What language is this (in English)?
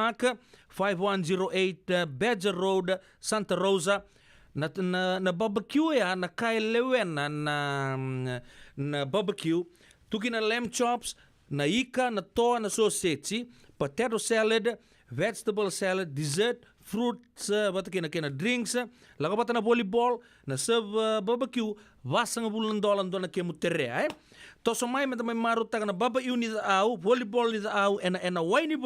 Fijian